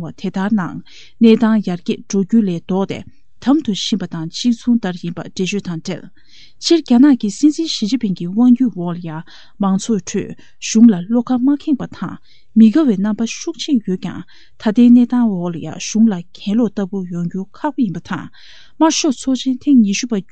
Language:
Tibetan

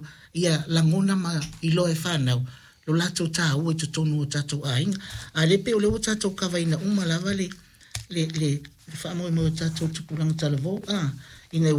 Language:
Samoan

